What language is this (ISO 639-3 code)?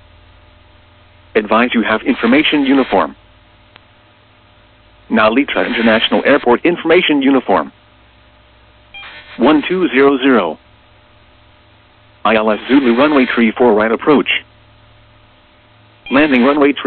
eng